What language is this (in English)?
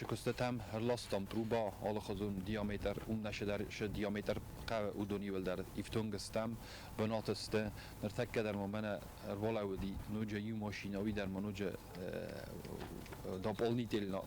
Ossetic